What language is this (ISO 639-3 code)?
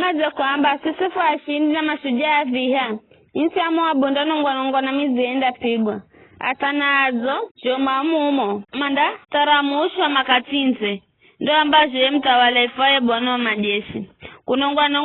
nyf